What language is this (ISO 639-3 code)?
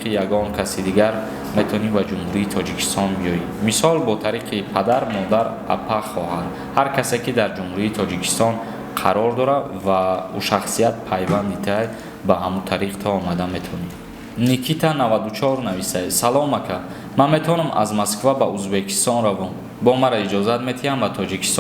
tgk